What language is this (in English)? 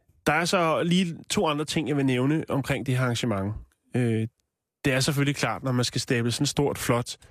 Danish